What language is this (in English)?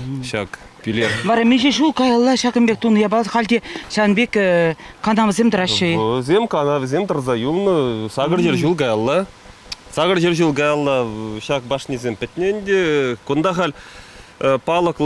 Chuvash